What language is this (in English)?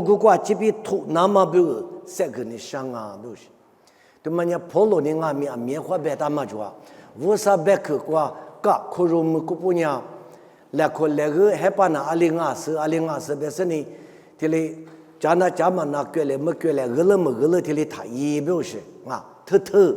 Lisu